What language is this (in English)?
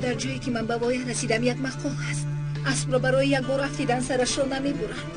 Tajik